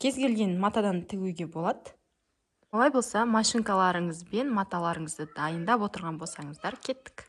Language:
Kazakh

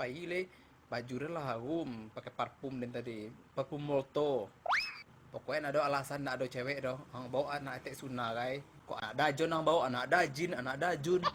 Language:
Minangkabau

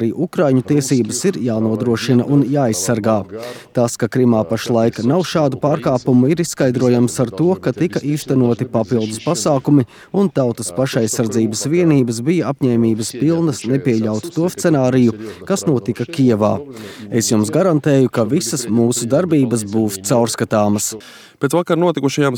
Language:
Latvian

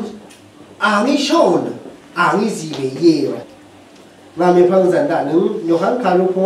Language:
Rawang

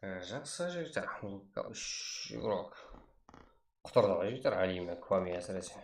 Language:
Kara-Kalpak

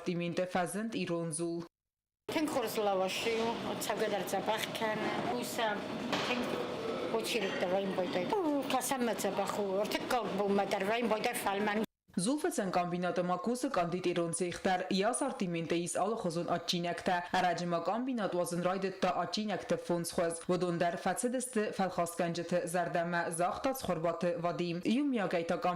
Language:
Ossetic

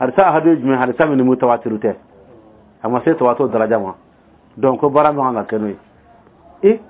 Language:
Dyula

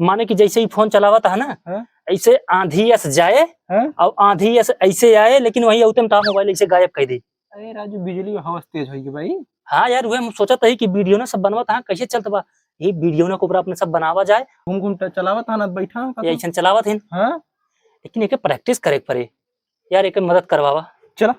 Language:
Awadhi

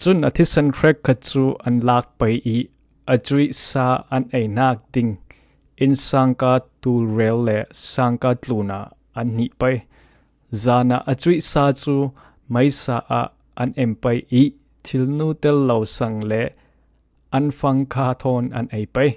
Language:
Falam Chin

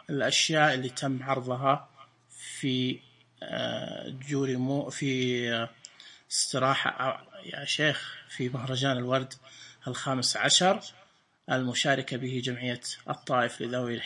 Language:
Najdi Arabic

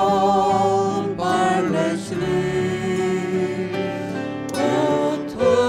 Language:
Faroese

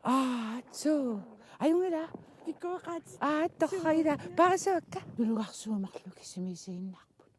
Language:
Kalaallisut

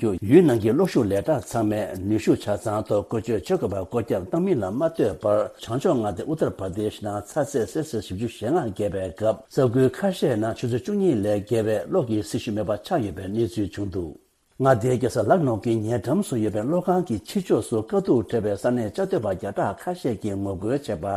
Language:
Tibetan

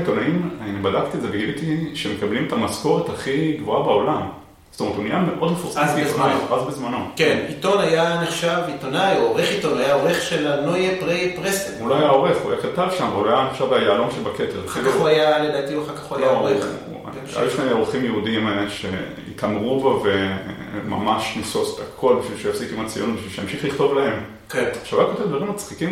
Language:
Hebrew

